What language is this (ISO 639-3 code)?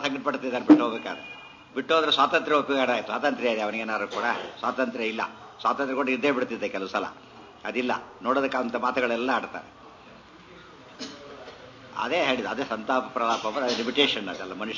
kan